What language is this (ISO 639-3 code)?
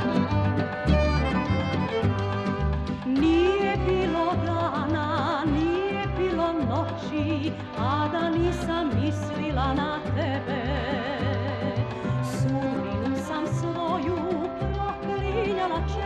srp